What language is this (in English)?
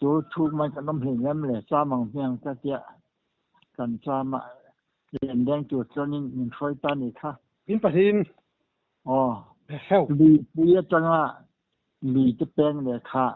Mizo